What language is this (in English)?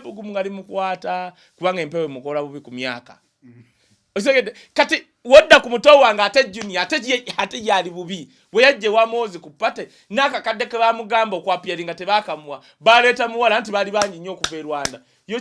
Ganda